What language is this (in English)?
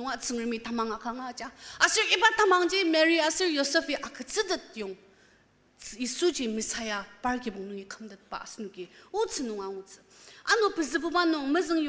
Ao Naga